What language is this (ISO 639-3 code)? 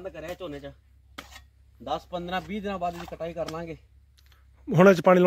pan